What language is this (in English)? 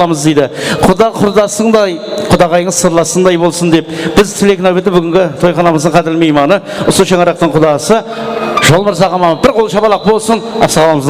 Kara-Kalpak